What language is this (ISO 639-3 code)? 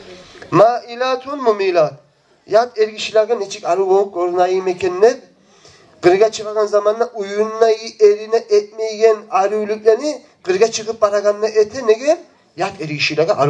kum